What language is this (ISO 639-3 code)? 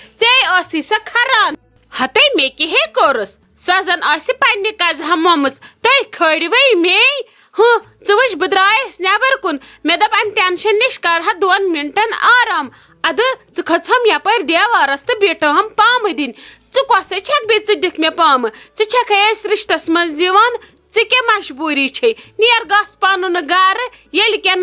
kas